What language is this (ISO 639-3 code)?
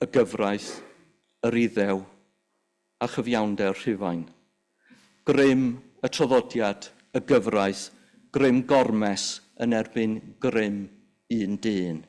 cym